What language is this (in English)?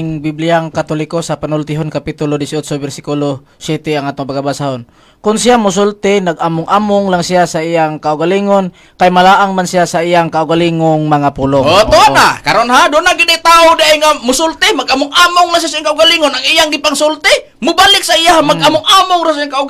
Cebuano